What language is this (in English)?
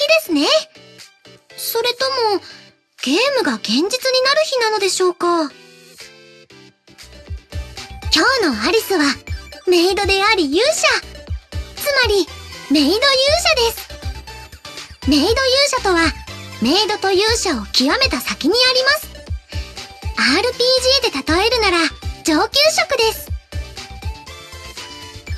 Japanese